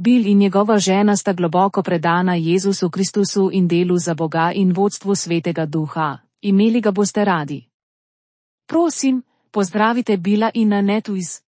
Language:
Slovenian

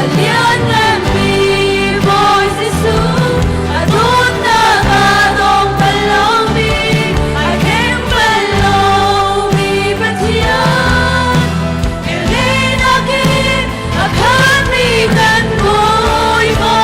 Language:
Hakha Chin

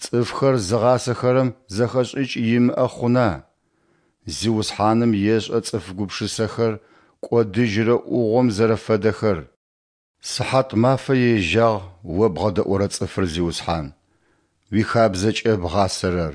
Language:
Adyghe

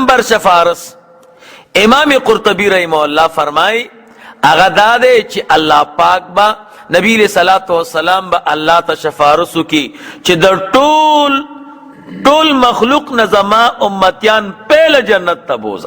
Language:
Pashto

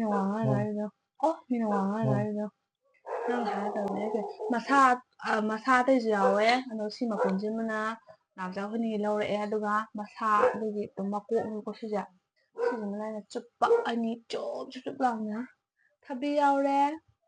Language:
Manipuri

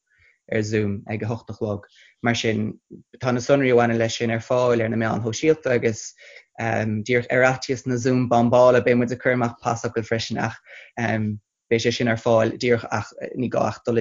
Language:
Irish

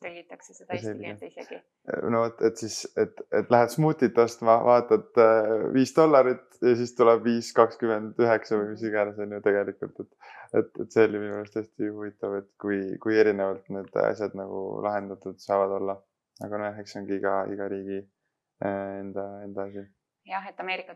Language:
Estonian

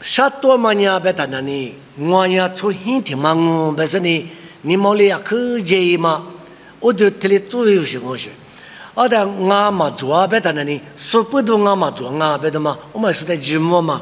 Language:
Lisu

